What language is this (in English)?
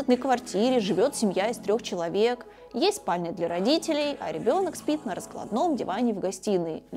Russian